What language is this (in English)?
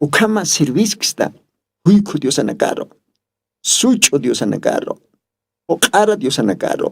Aymara